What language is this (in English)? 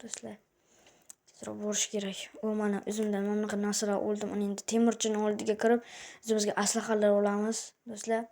Uzbek